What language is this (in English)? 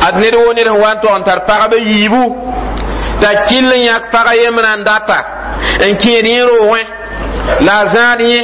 Mossi